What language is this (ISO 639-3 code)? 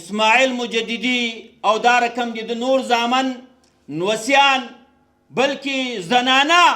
pus